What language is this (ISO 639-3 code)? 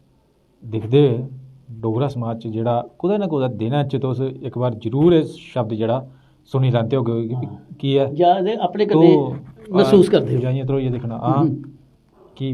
doi